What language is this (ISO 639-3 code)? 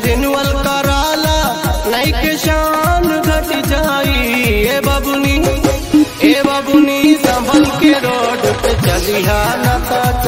bho